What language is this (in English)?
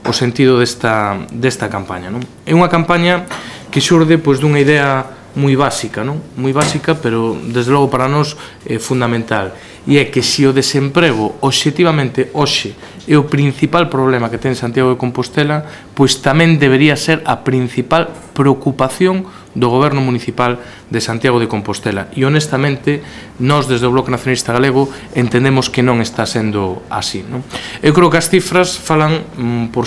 Galician